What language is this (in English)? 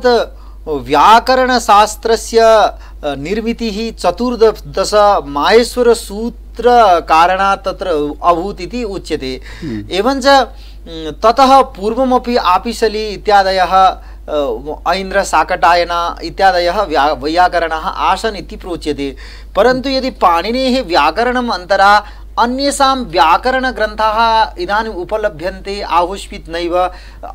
Sanskrit